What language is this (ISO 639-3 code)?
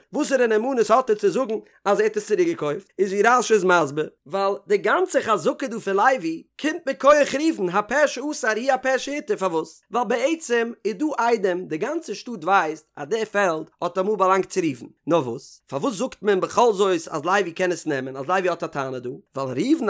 yid